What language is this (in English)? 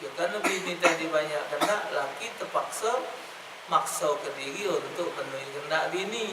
Musi